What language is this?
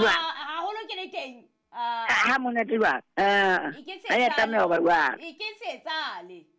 Southern Sotho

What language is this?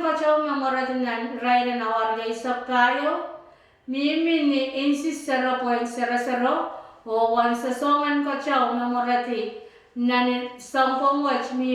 Pohnpeian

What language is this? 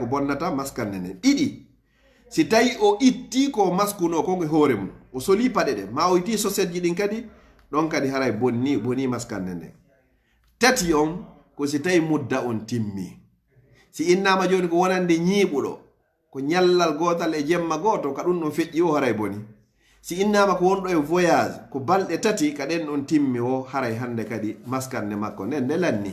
Pular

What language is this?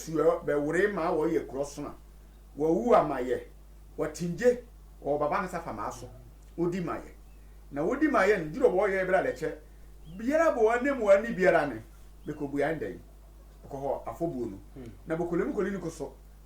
Sehwi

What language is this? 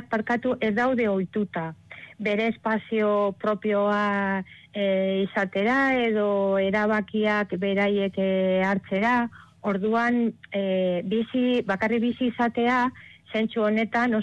Basque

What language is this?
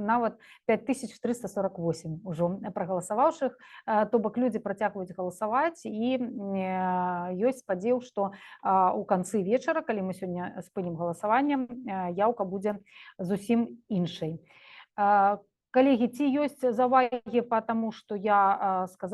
Belarusian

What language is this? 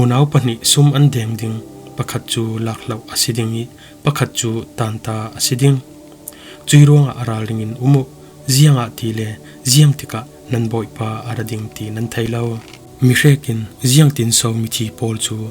Falam Chin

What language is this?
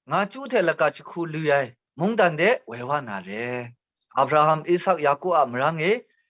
Kachin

